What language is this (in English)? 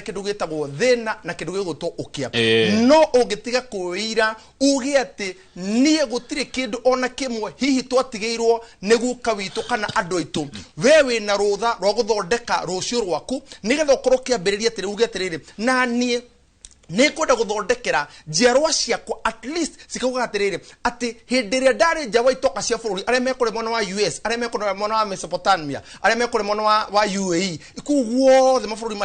Kikuyu